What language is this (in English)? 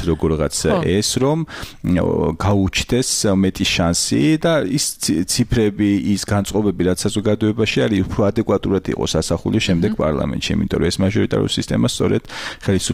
Georgian